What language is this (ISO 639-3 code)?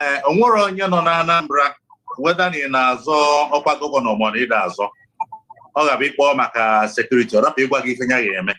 ibo